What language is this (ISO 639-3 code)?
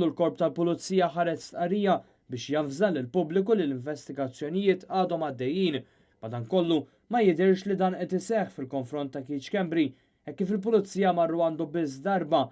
mlt